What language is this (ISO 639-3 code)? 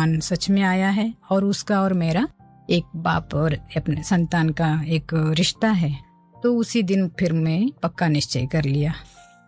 hin